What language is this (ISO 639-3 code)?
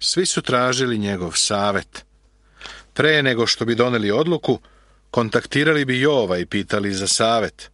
srp